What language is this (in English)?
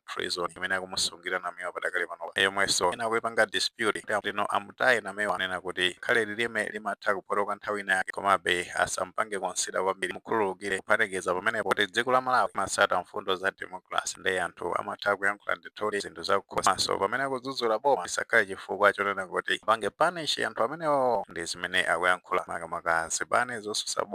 Nyanja